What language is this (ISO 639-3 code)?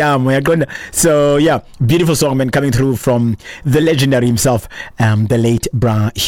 xho